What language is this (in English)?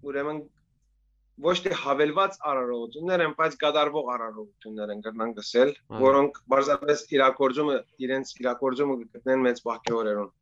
Western Armenian